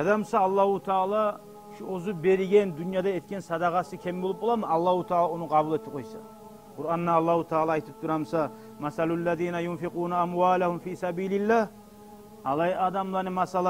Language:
Kumyk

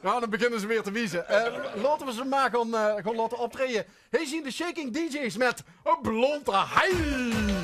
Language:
Limburgish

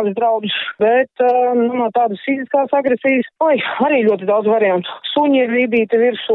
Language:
Latvian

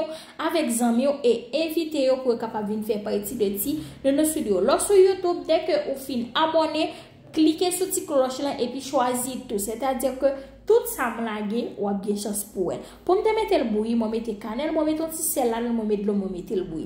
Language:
Haitian Creole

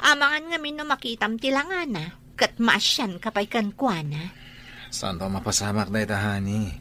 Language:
Iloko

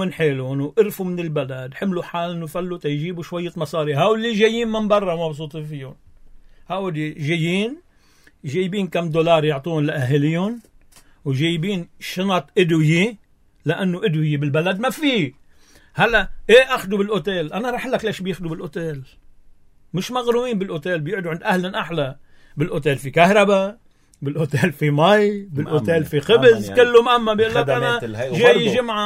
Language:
North Levantine Arabic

